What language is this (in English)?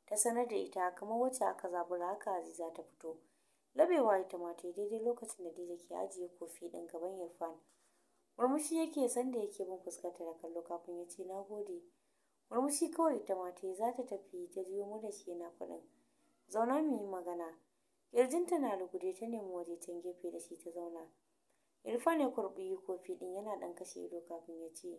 Hausa